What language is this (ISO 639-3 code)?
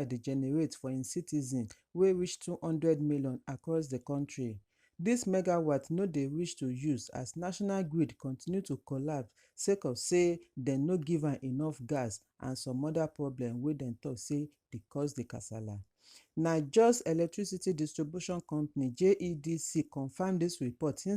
pcm